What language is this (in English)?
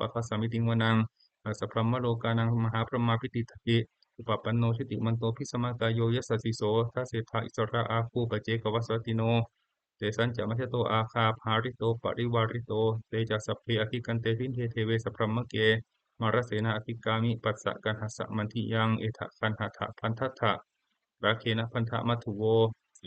Pali